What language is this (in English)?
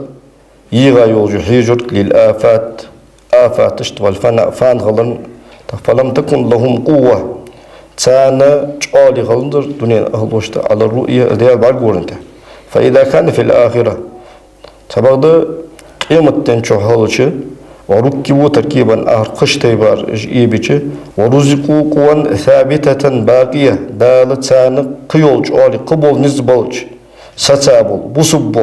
Ingush